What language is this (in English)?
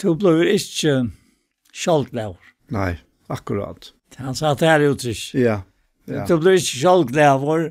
Faroese